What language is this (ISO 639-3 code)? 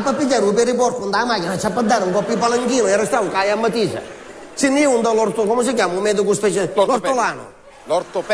scn